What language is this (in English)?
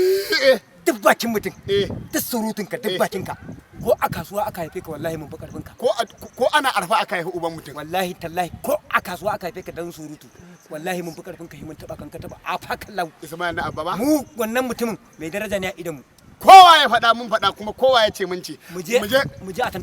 Hausa